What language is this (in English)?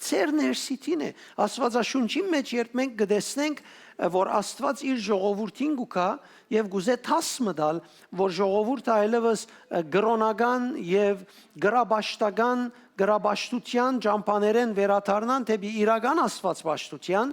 Western Armenian